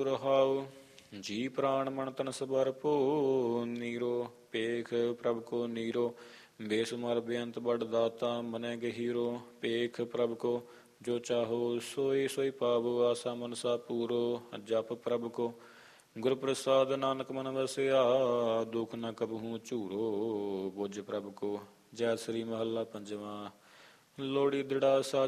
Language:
Punjabi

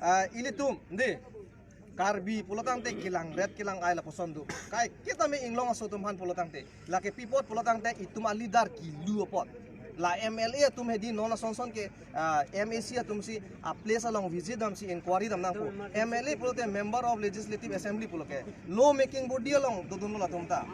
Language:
Karbi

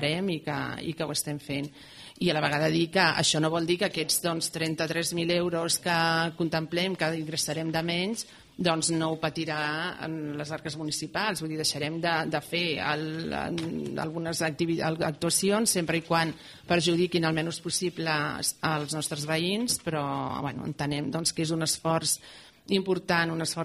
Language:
Catalan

